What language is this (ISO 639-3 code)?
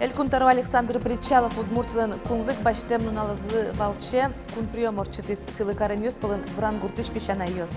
udm